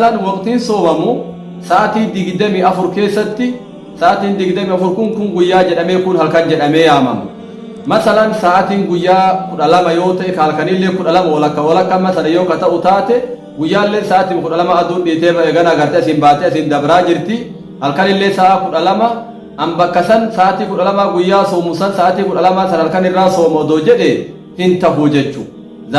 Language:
Oromo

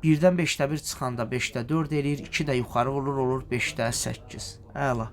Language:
Azerbaijani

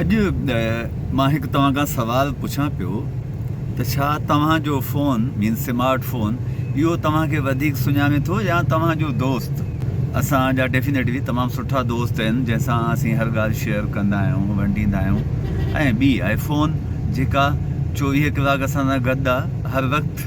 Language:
Sindhi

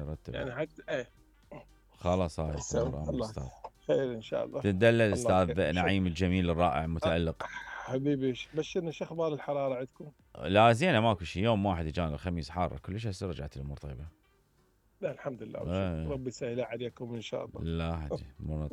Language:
Mesopotamian Arabic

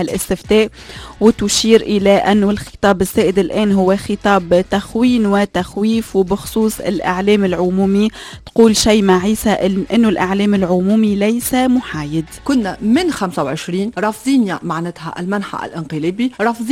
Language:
Tunisian Arabic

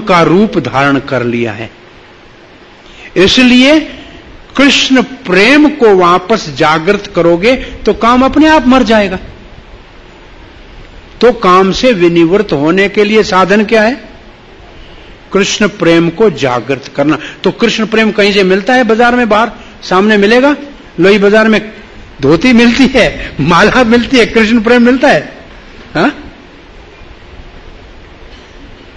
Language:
Hindi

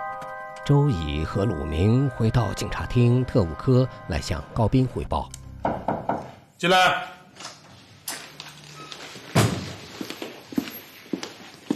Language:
Chinese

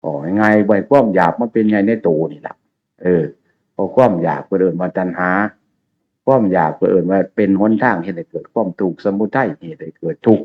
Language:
Northeastern Thai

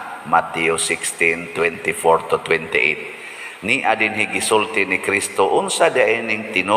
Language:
Cebuano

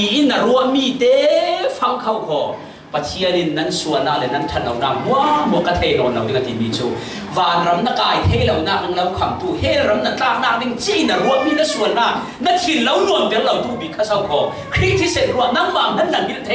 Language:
Falam Chin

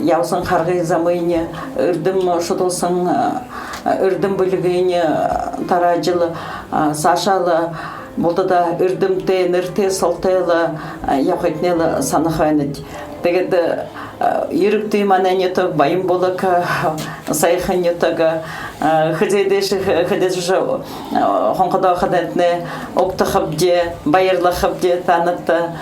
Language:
Buriat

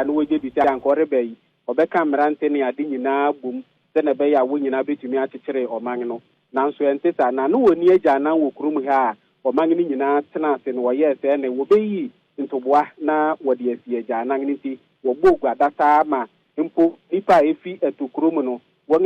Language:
Akan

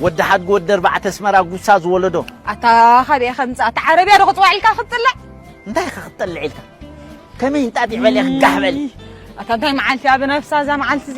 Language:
Tigrinya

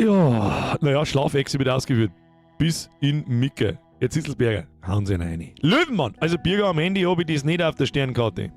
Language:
Bavarian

